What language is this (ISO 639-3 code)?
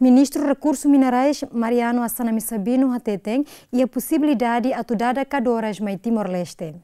tet